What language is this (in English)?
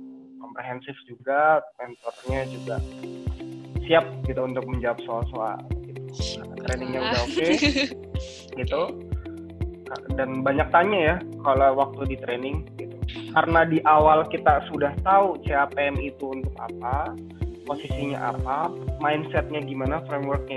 Indonesian